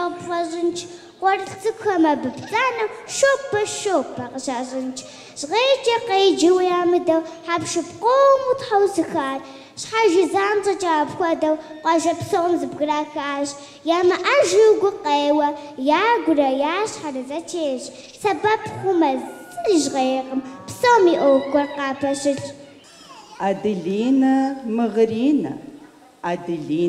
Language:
Kabardian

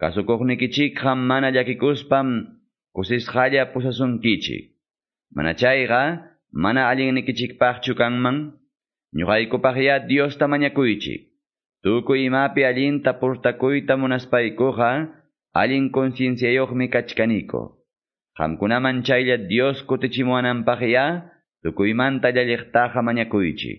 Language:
Quechua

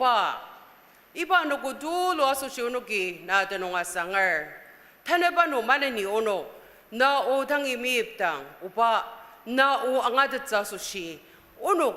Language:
Ao Naga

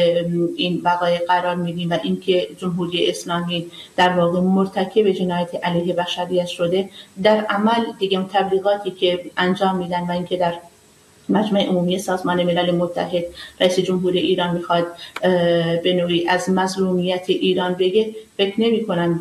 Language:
Persian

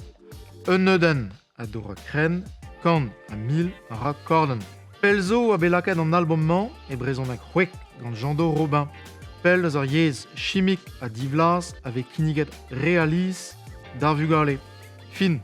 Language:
Breton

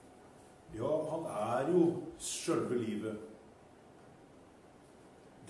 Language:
Norwegian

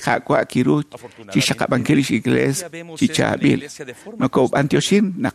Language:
Kekchí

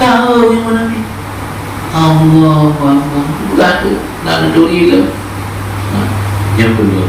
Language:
Achinese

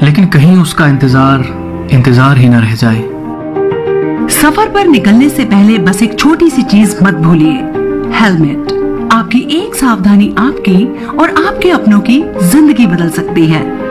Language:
Hindi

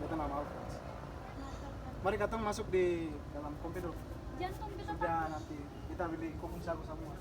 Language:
Ambonese Malay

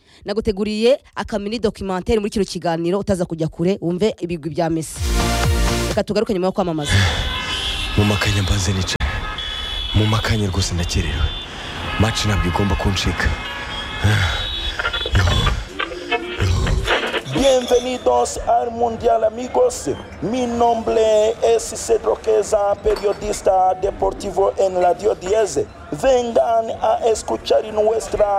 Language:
Kinyarwanda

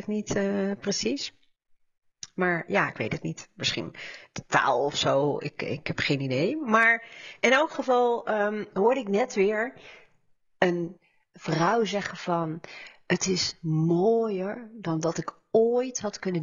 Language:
Dutch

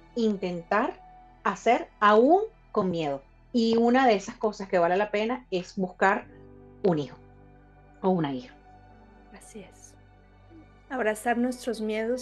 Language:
Spanish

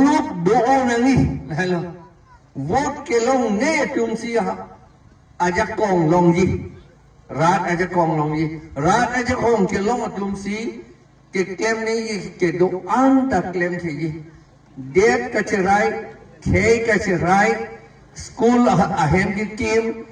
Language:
Karbi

